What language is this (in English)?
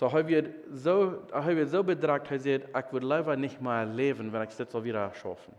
Plautdietsch